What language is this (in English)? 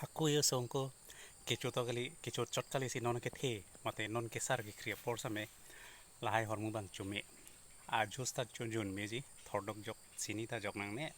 Karbi